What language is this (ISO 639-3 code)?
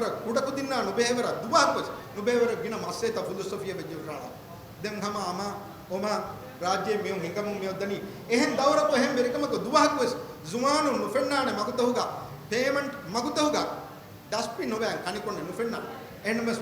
div